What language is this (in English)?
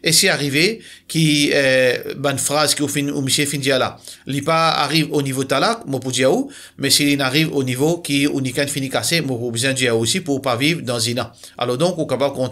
Morisyen